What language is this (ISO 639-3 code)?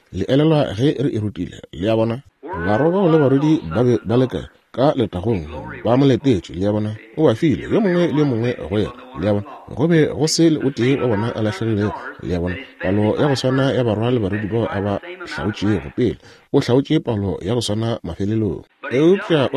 nso